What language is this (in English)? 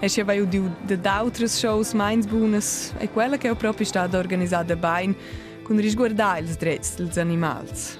Romansh